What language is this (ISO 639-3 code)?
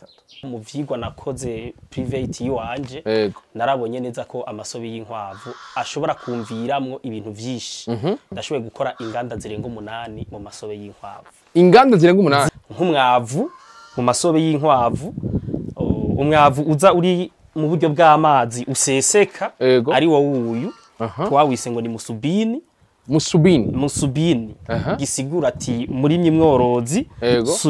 run